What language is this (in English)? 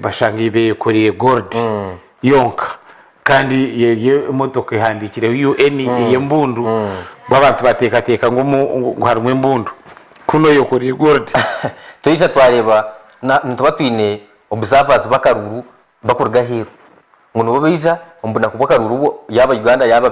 Nyankole